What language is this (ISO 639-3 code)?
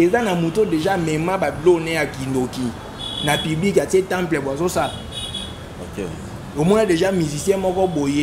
lin